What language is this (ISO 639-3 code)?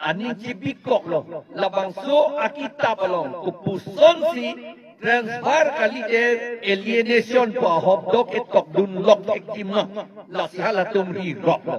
mjw